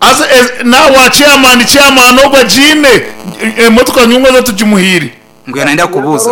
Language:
Nyankole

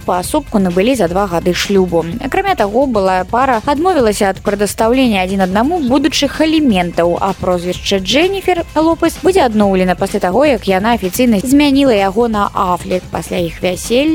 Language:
Belarusian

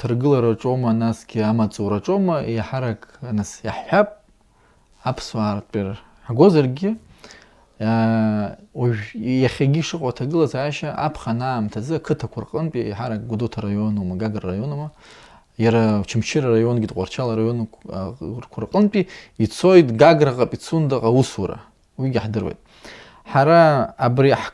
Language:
Abkhazian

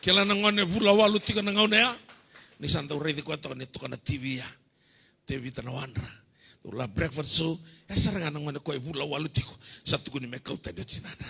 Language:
Fijian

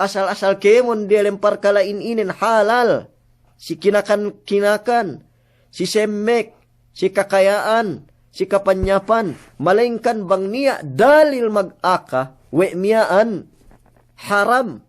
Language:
Yakan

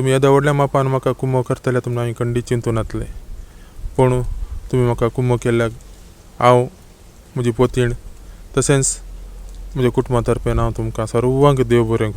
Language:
Konkani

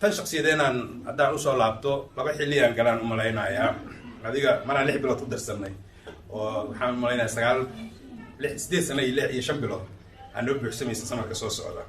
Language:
Somali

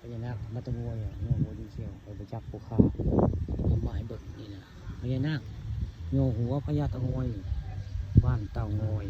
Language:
Northeastern Thai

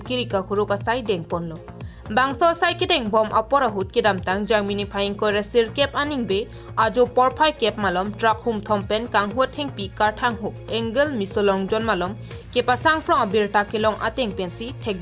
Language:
Karbi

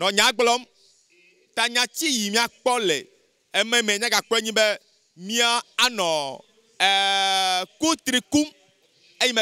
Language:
Ewe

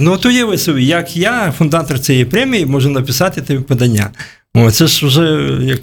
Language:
Ukrainian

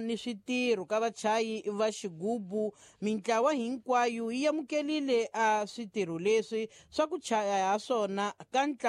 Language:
Tsonga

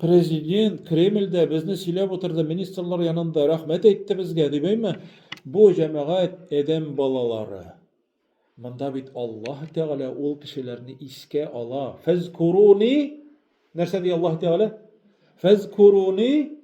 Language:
Tatar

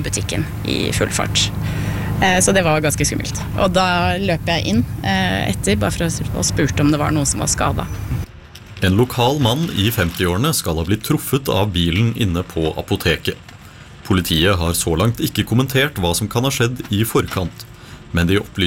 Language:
Norwegian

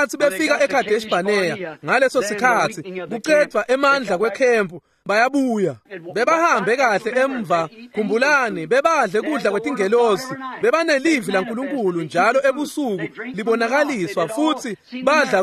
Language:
Swati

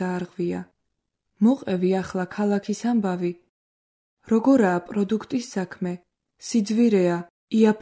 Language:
Georgian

